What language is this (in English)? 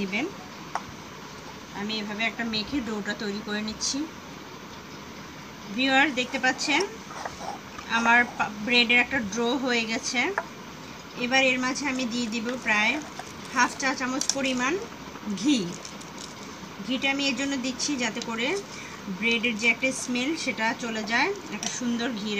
Bangla